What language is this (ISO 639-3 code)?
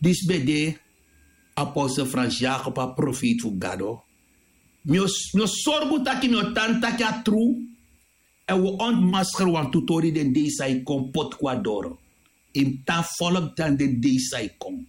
srn